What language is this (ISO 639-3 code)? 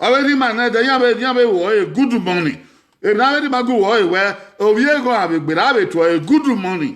bin